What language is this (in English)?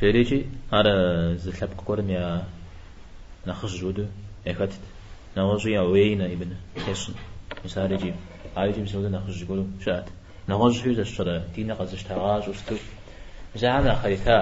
Kabardian